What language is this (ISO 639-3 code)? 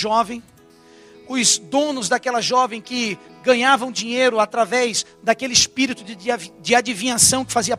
por